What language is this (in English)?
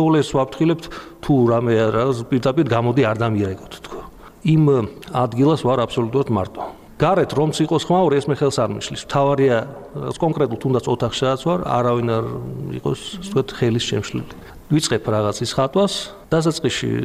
Georgian